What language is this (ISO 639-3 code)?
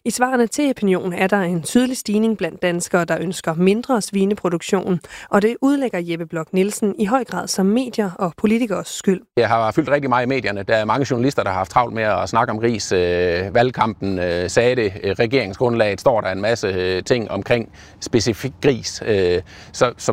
dan